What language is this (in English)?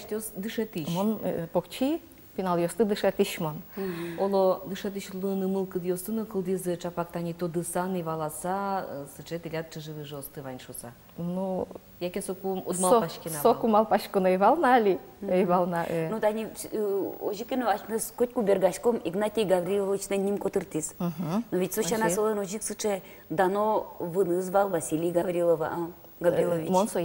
Udmurt